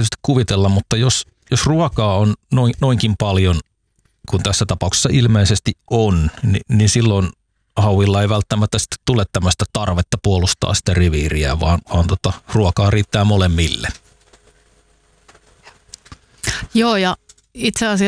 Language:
Finnish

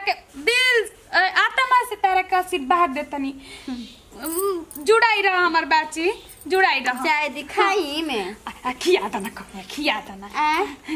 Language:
Bhojpuri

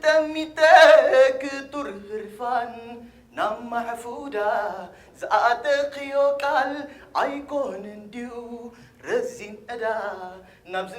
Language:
Tigrinya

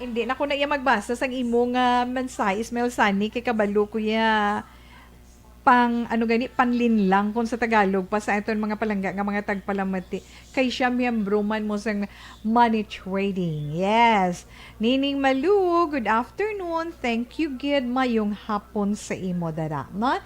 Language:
Hiligaynon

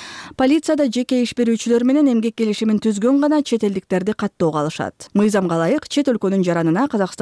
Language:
Kyrgyz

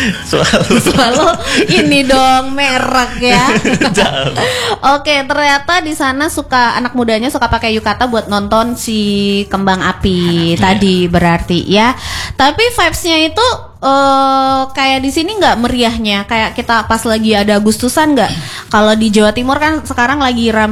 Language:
Indonesian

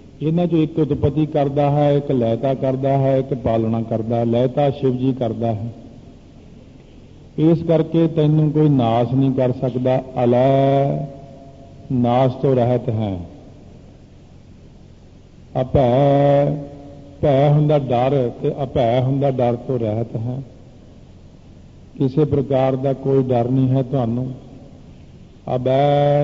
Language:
Punjabi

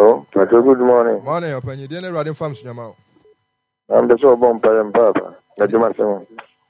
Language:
Akan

